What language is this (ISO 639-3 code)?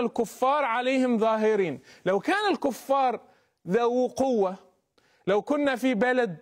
ara